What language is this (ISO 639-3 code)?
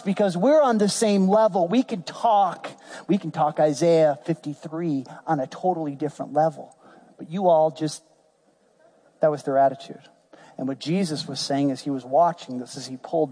eng